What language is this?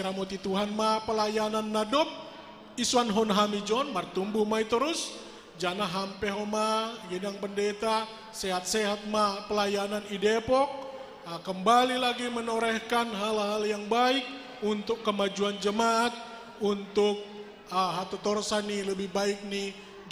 Batak Simalungun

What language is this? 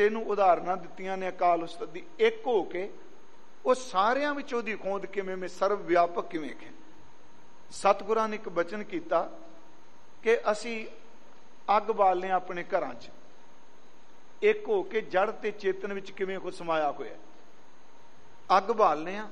Punjabi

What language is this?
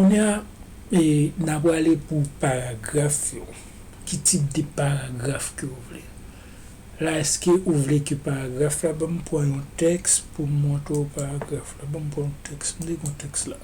Haitian Creole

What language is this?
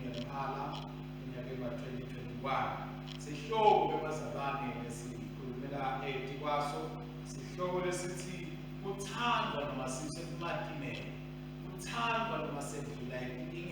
Swati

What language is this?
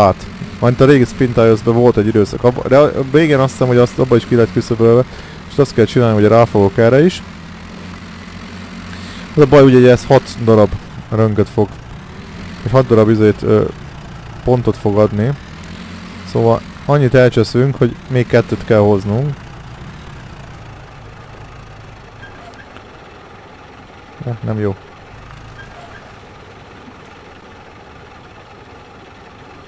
Hungarian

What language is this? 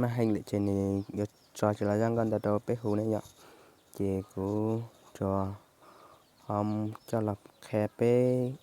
Hmong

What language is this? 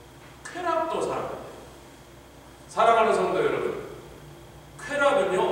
Korean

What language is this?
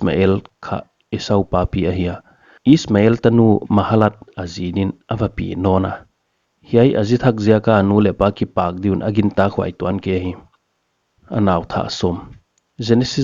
Paite Chin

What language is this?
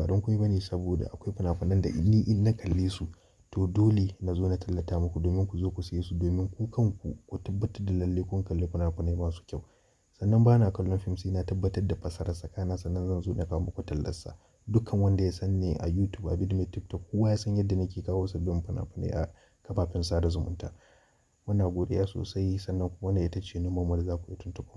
Hausa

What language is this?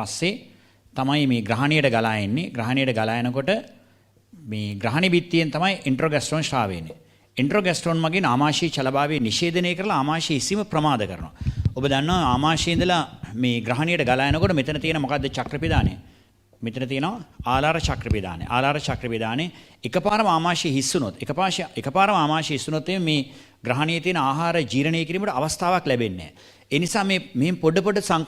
Sinhala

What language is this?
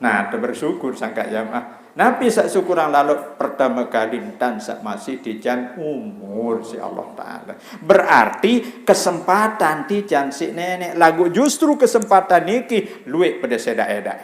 Sasak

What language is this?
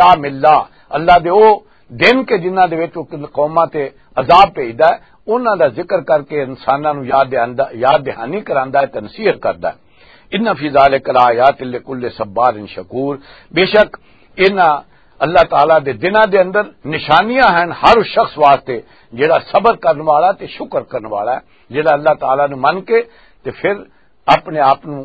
Western Panjabi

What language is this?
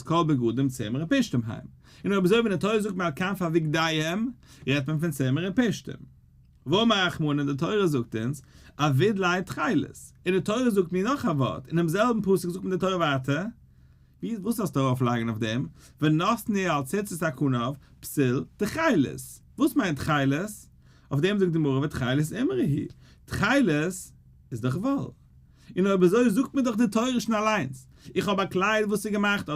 Yiddish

